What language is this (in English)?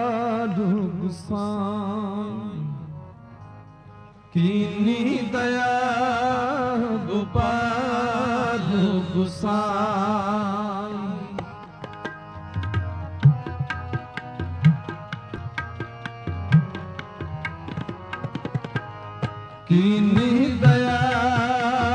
Punjabi